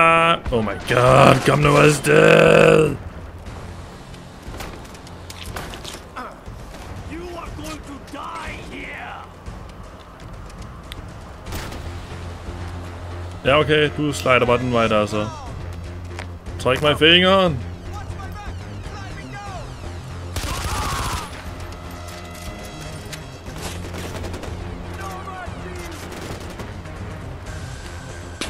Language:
Danish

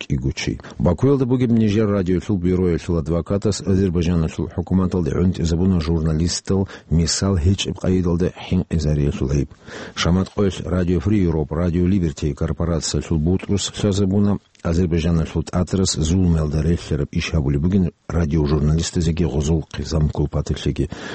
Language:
Avaric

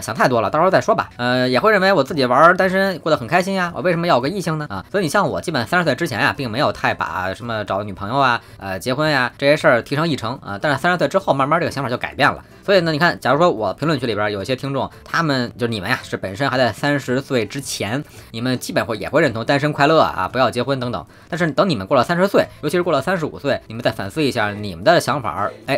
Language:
Chinese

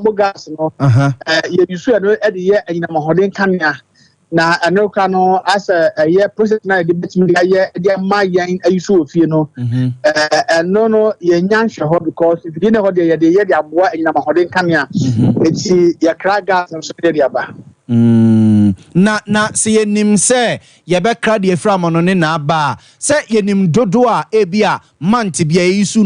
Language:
Akan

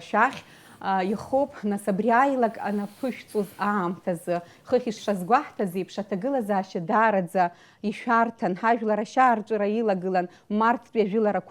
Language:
Abkhazian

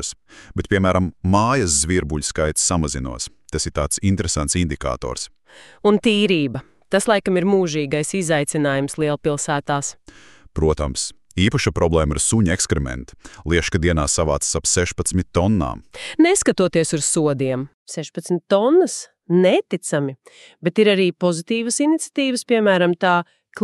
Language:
Latvian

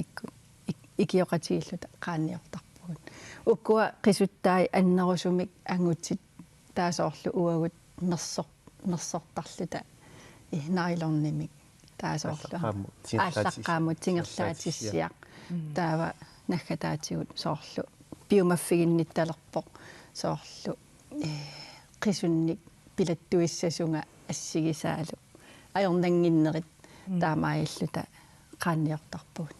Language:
Kalaallisut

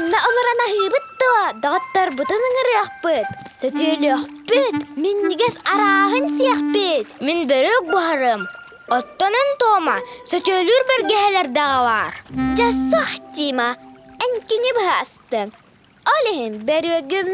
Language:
Yakut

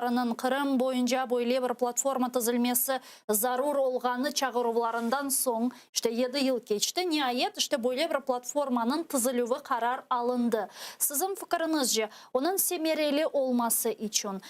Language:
Crimean Tatar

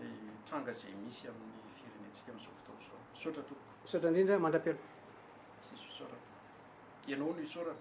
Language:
Malagasy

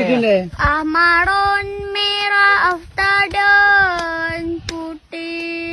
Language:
Achinese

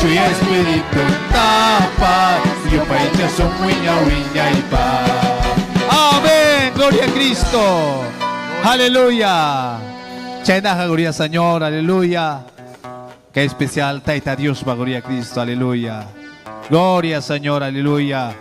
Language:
Ayacucho Quechua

